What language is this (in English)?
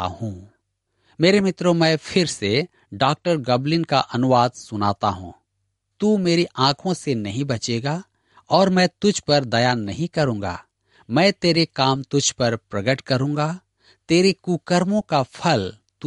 Hindi